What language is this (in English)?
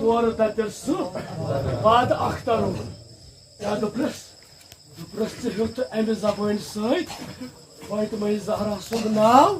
Kashmiri